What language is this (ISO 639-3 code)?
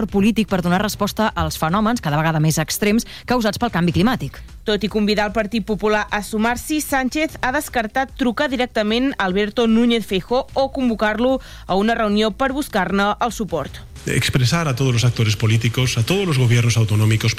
cat